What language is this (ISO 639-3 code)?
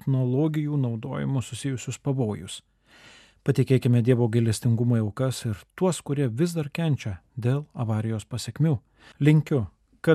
lit